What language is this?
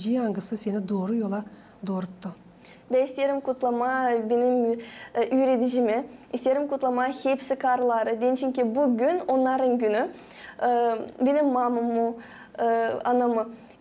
Gagauz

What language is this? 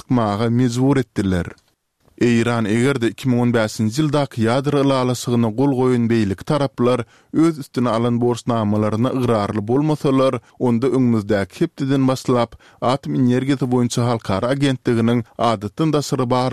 Turkmen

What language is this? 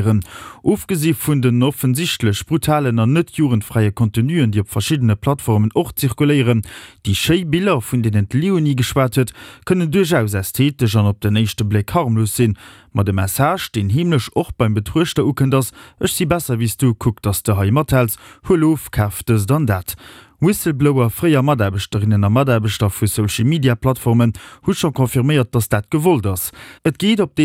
Luxembourgish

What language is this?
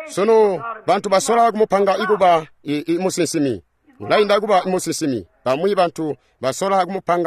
Tonga (Zambia)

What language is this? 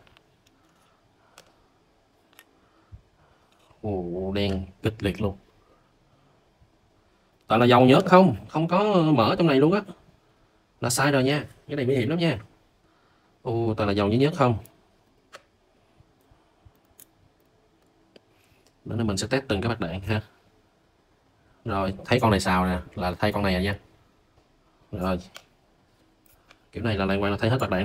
Vietnamese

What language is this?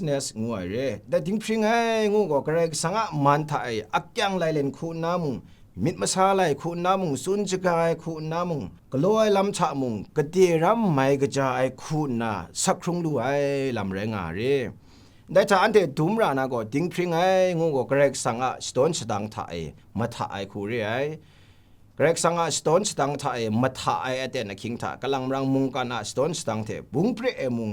Kachin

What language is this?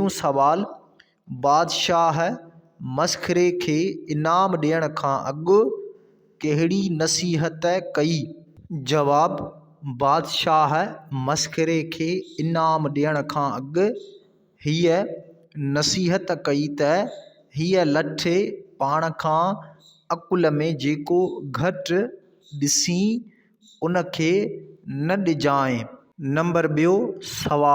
Sindhi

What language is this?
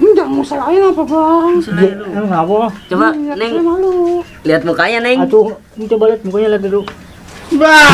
Betawi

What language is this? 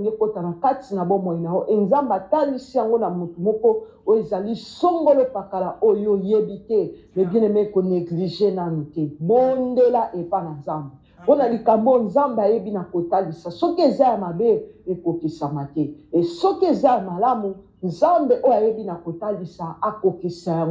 Lingala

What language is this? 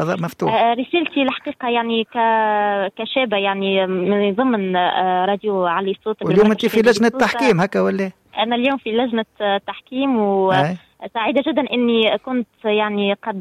Tunisian Arabic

